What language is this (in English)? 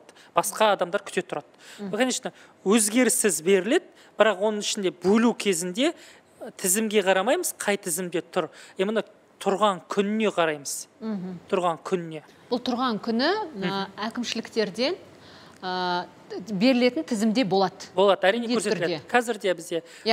Kazakh